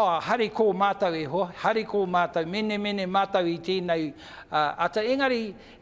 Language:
Māori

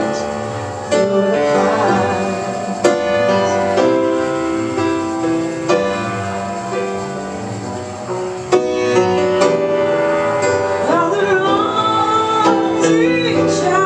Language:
English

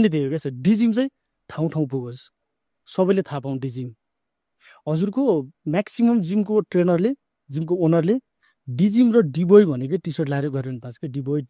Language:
Nepali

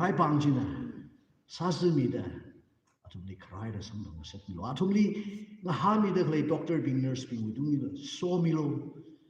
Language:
Tangkhul Naga (India)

